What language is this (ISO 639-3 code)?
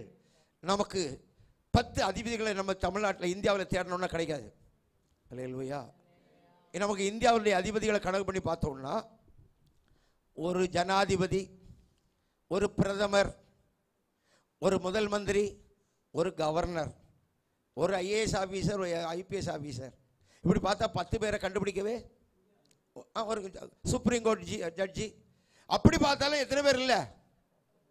tam